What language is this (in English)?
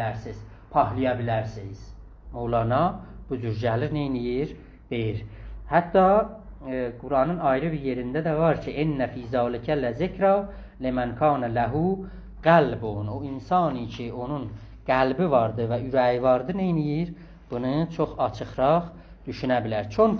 South Azerbaijani